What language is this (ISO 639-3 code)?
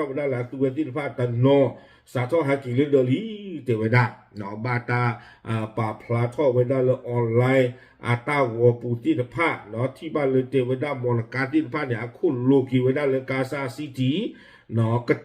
ksw